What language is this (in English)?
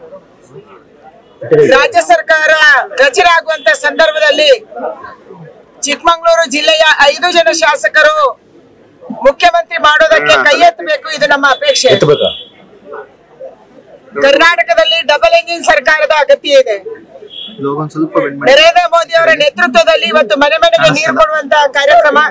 Kannada